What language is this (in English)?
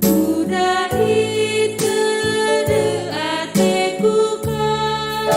Batak Karo